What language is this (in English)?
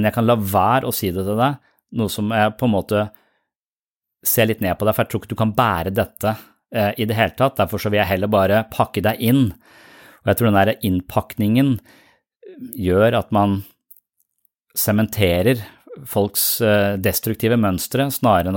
Norwegian